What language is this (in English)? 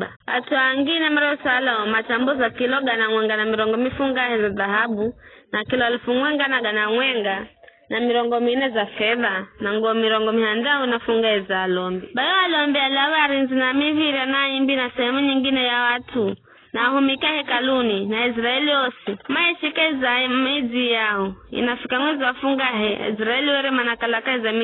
Giryama